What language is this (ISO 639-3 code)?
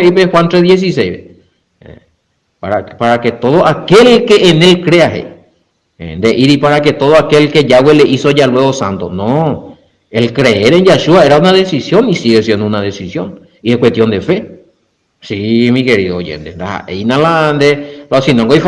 grn